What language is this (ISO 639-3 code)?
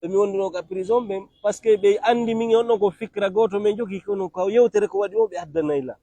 ful